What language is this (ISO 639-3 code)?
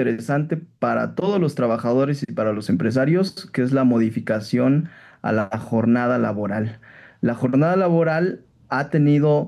spa